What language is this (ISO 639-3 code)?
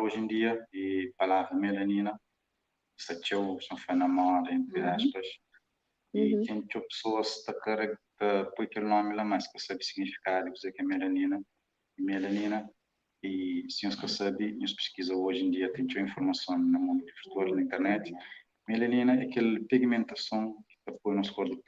kea